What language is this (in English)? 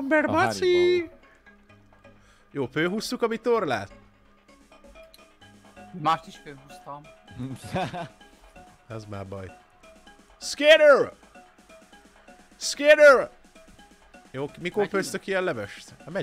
Hungarian